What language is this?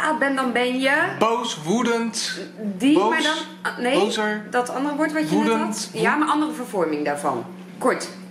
Dutch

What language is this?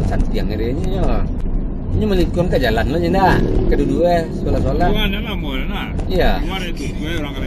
Minangkabau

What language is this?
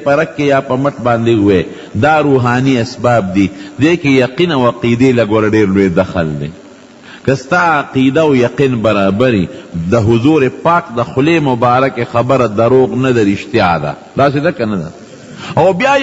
Pashto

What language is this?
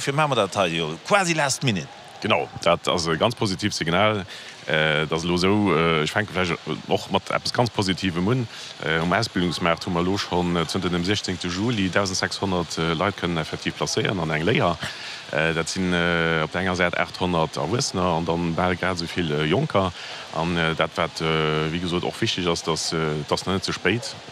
Luxembourgish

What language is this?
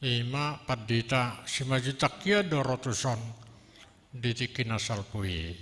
Batak Toba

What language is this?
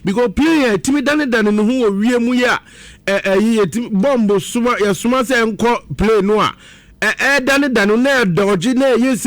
Akan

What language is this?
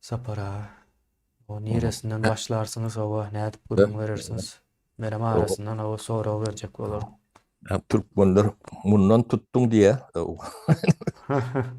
Turkmen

